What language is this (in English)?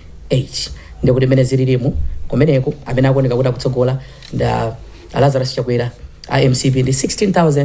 Nyanja